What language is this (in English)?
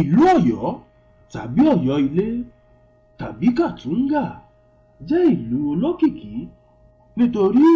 Yoruba